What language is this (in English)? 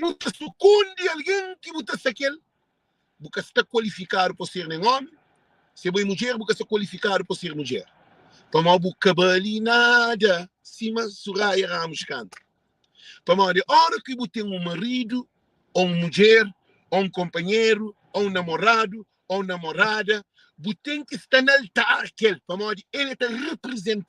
Kabuverdianu